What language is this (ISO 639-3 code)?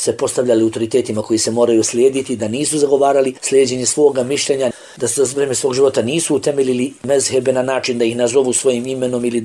bos